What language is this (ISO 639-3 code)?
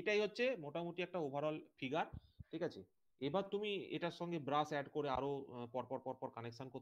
ben